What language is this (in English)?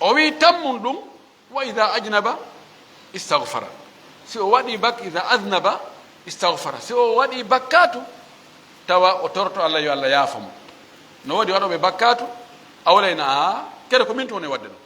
Fula